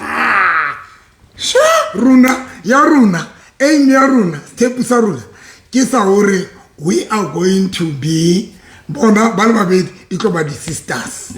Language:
Southern Sotho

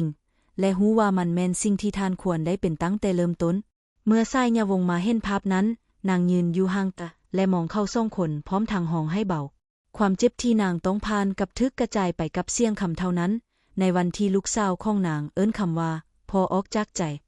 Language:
Lao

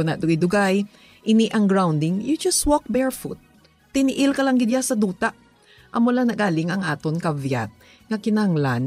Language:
Hiligaynon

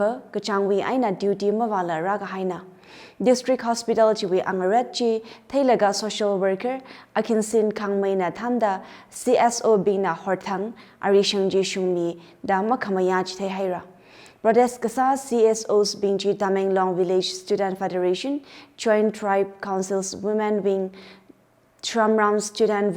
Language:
Tangkhul Naga (India)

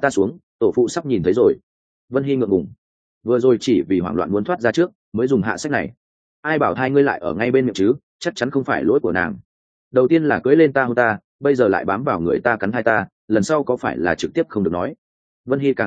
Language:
Vietnamese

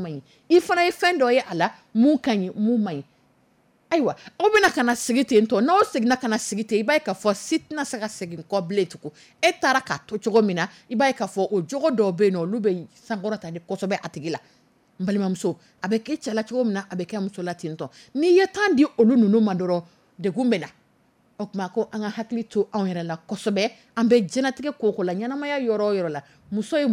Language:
Dyula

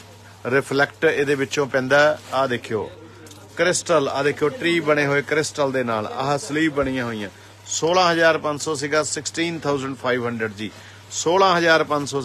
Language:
Punjabi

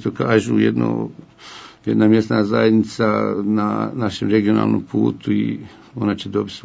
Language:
Bosnian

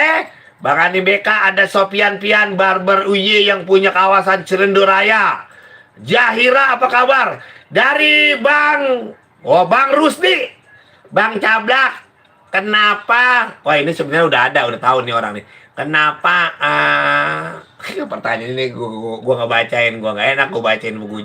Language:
Betawi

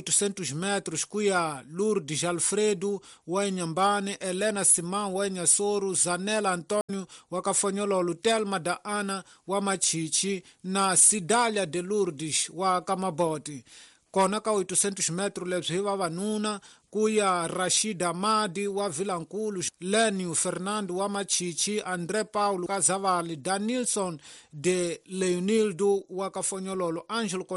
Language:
Tsonga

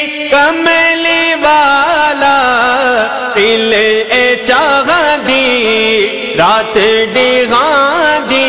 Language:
Saraiki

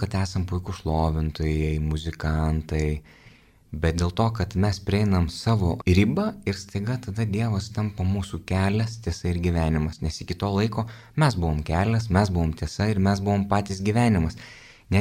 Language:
Lithuanian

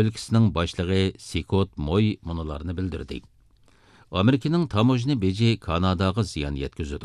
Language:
Uyghur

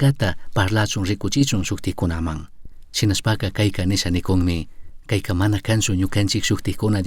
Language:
Chimborazo Highland Quichua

